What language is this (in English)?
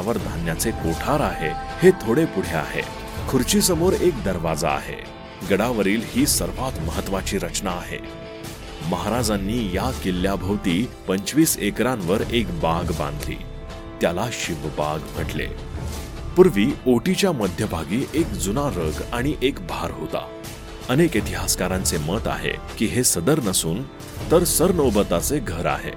Marathi